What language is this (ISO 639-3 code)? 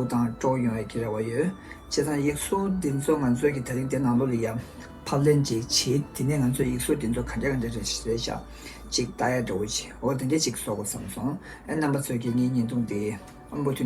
bod